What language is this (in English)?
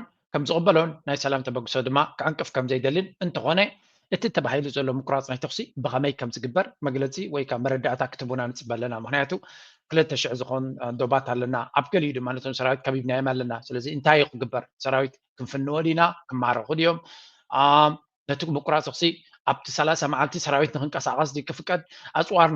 Tigrinya